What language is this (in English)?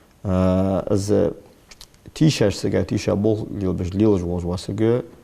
Ingush